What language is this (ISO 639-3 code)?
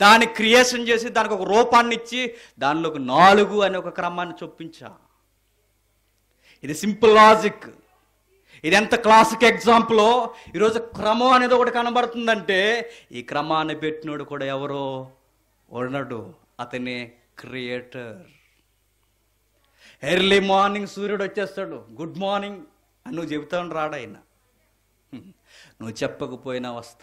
tel